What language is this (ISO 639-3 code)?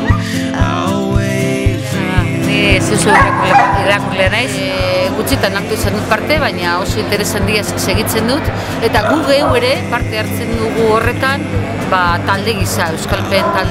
eus